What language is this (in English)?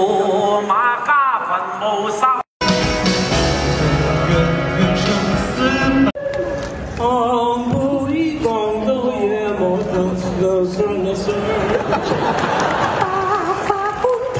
Chinese